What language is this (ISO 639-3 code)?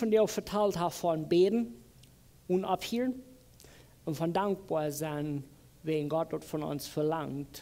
pdt